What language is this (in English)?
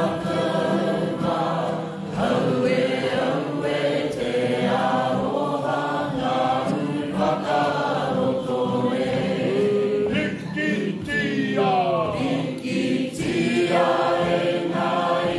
Māori